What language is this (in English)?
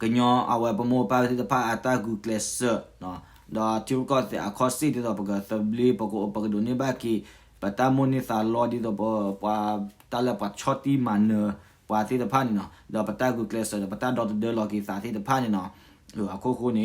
S'gaw Karen